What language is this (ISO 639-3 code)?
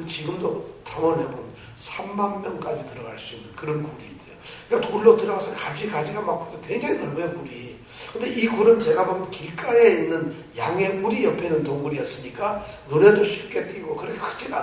kor